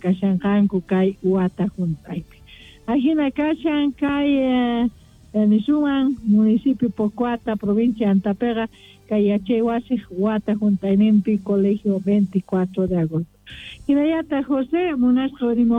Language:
South Bolivian Quechua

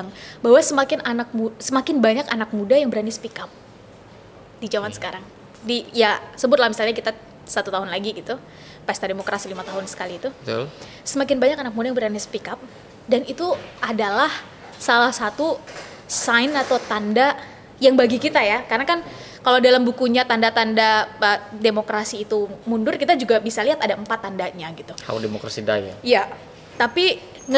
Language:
Indonesian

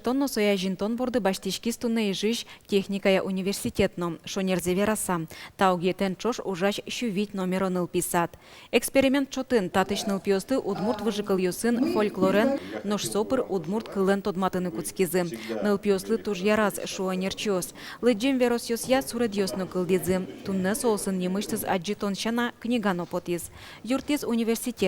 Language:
Udmurt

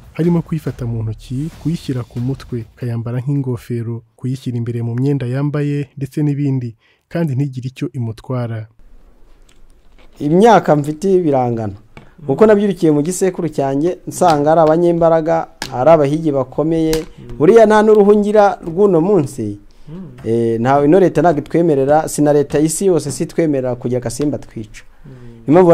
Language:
Kinyarwanda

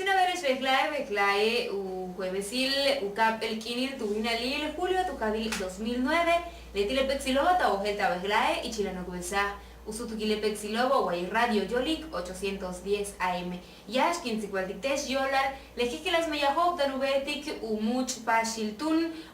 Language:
Yucateco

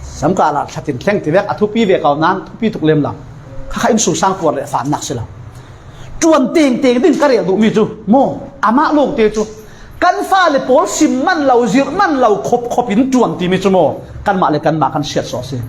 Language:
Falam Chin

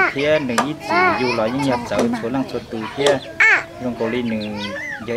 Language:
Hmong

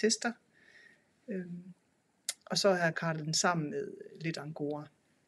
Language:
Danish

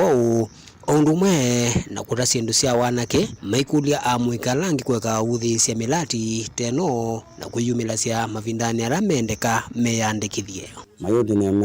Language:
Kamba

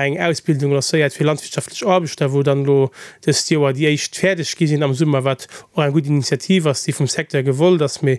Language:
Luxembourgish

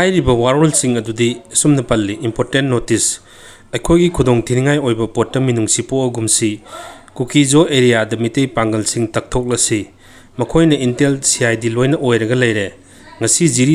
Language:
Manipuri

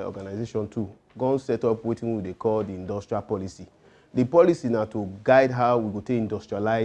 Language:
Nigerian Pidgin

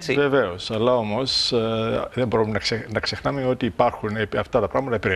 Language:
Greek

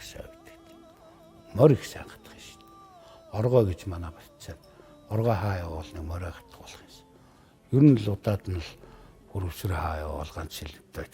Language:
Mongolian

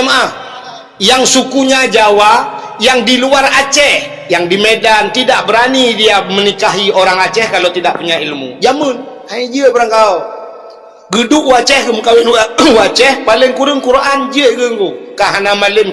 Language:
Achinese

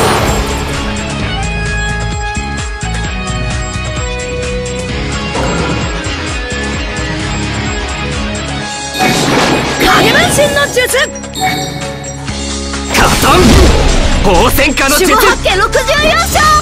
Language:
Japanese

